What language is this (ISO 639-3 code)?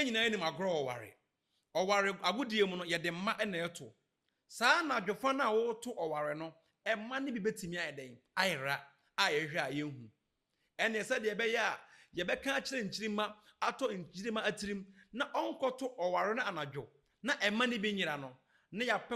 aka